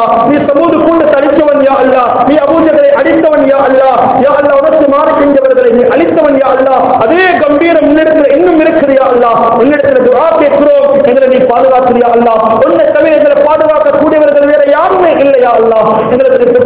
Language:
Tamil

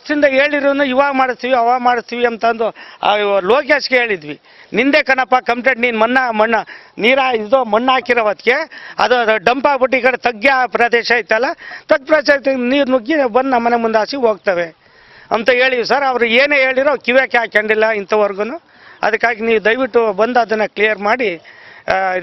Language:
Kannada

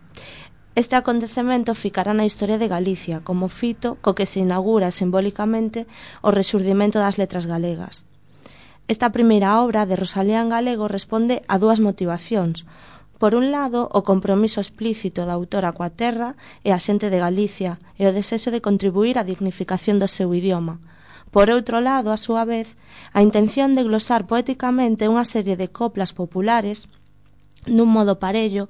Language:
Galician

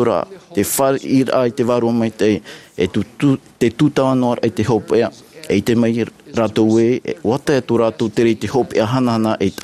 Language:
Tahitian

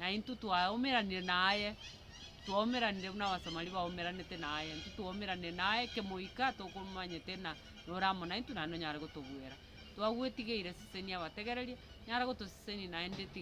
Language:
Gusii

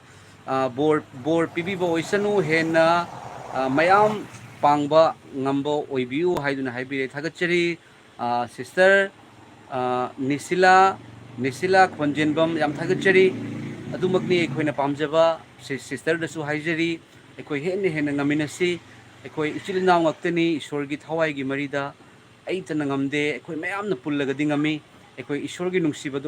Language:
Manipuri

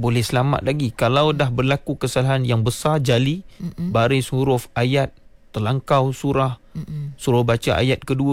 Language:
Malay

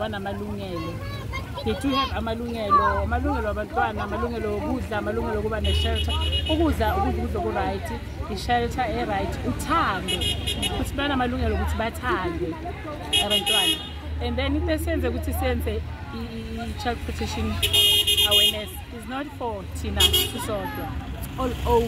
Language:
Zulu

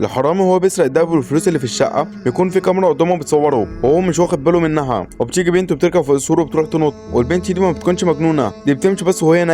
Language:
Egyptian Arabic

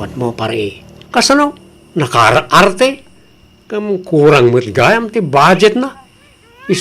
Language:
Iloko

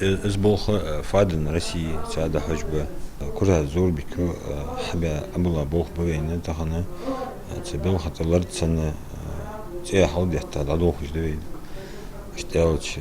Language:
Ingush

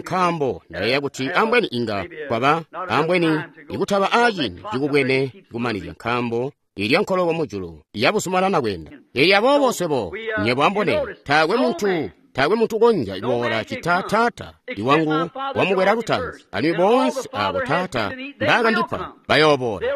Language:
Tonga (Zambia)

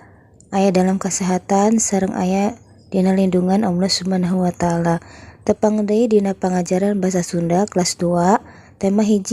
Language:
Sundanese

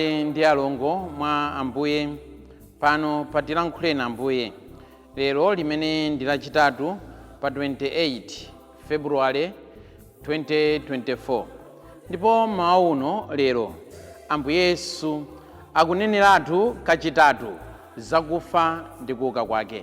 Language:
Nyanja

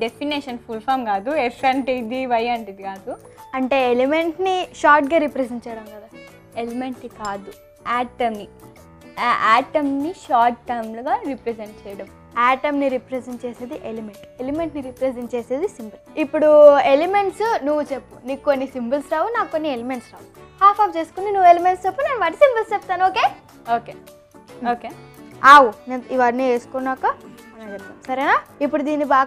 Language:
Telugu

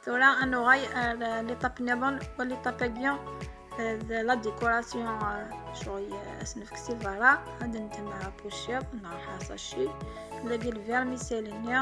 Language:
Kabyle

